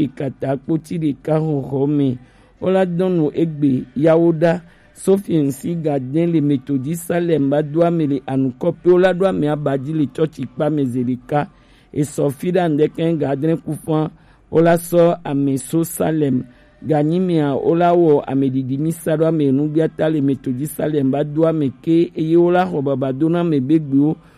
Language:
Gen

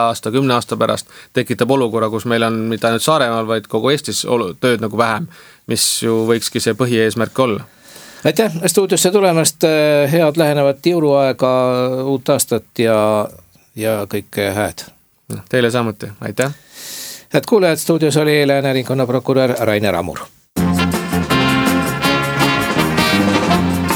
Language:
Estonian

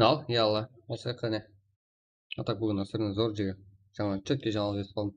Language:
Kara-Kalpak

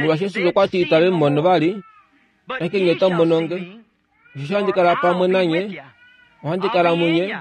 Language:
Kuanyama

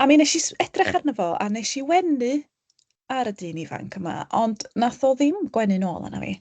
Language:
Welsh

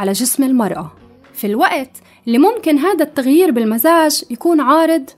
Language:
North Levantine Arabic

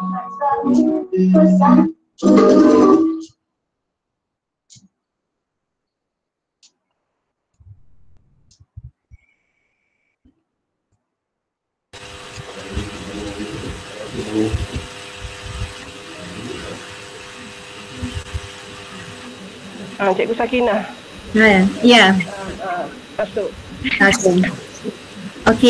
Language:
Malay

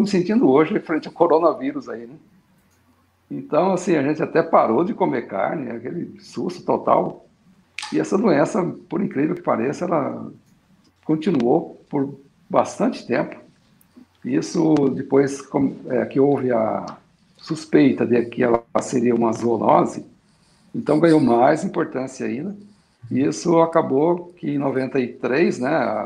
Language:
Portuguese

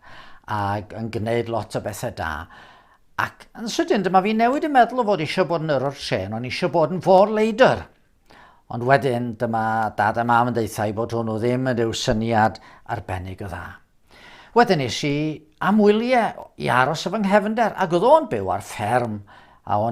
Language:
Welsh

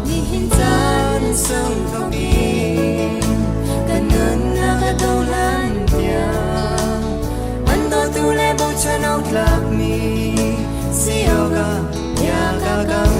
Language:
Hakha Chin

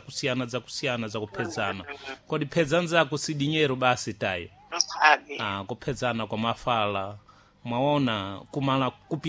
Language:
Sena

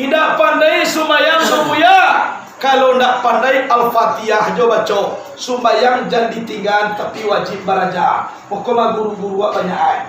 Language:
Minangkabau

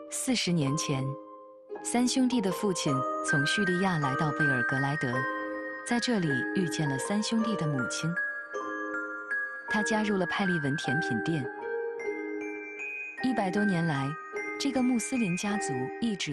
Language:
Chinese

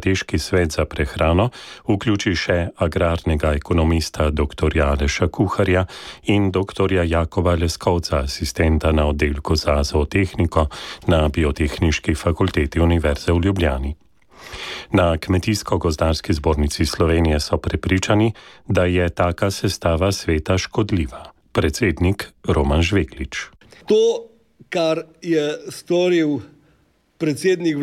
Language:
Slovenian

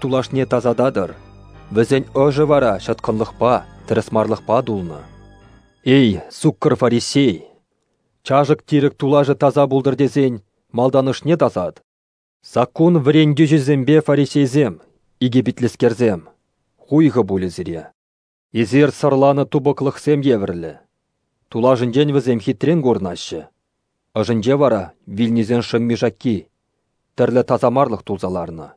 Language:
Chuvash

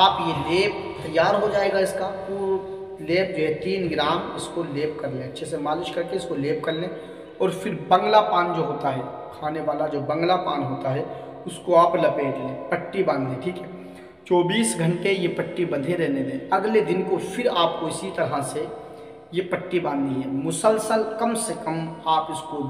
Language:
Hindi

